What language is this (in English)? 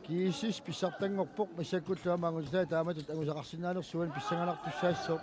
Kalaallisut